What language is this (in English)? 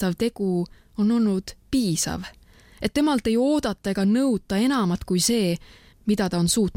Estonian